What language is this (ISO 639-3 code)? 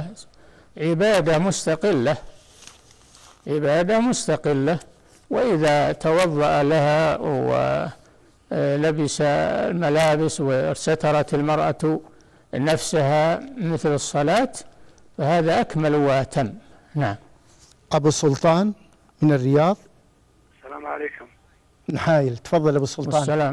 ara